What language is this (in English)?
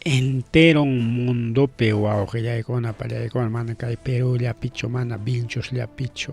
Ayacucho Quechua